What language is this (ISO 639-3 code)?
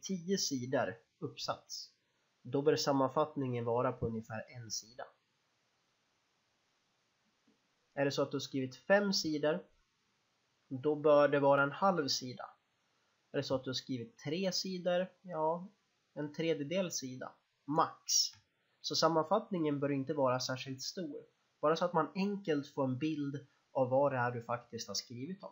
swe